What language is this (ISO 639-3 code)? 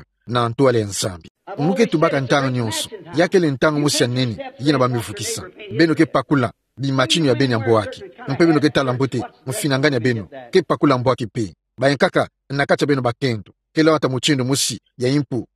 ktu